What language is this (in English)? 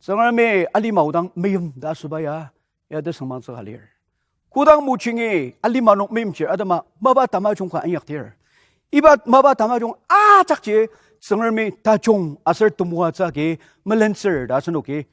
Ao Naga